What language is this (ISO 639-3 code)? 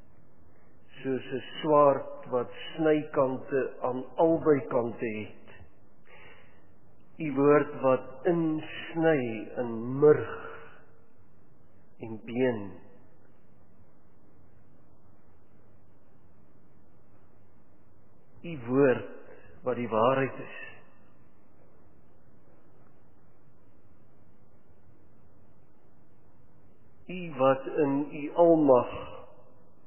afr